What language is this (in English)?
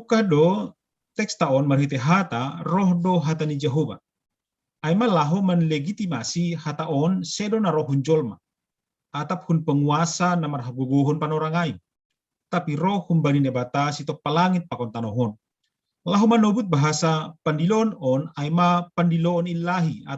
Batak Simalungun